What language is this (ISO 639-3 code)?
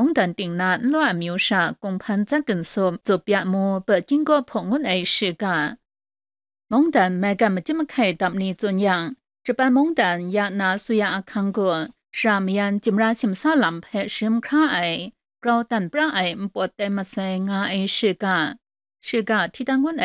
kac